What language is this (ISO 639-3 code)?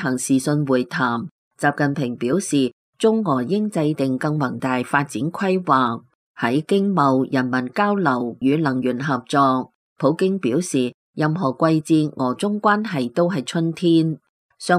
yue